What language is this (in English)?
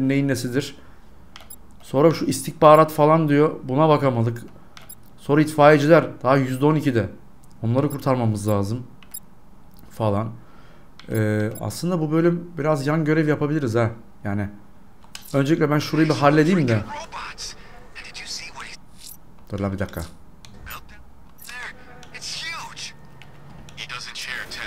Turkish